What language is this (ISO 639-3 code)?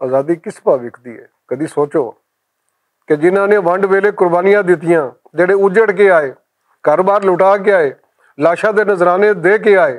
lah